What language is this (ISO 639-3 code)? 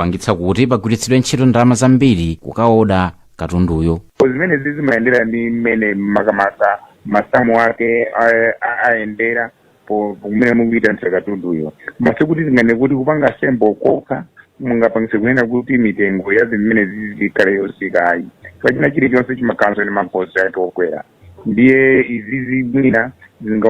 nya